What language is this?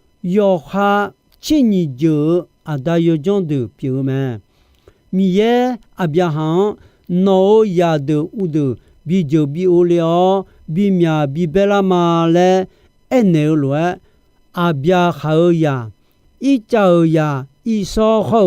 Akha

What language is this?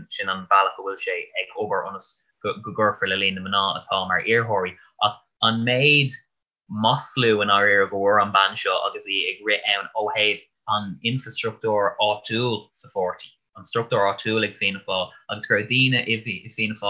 Irish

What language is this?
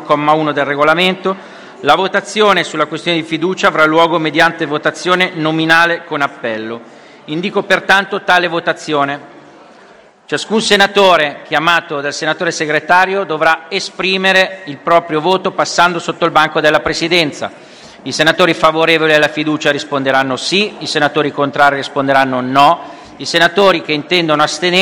Italian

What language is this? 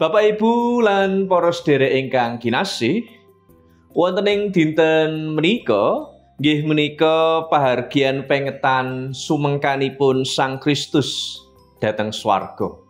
Javanese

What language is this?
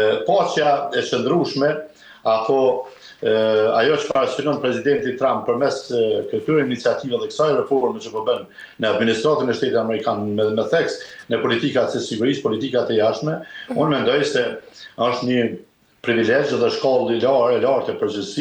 Albanian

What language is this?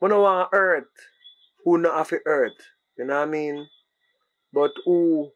Jamaican Creole English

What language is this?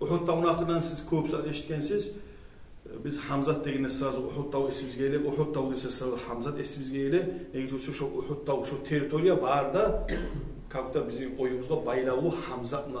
Kumyk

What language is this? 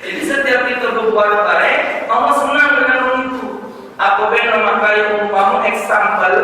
Musi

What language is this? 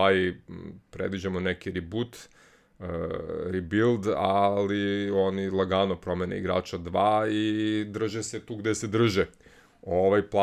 Serbian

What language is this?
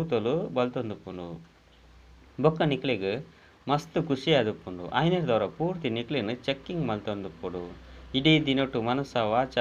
Tulu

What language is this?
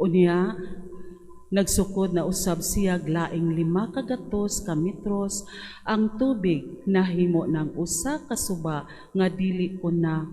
Cebuano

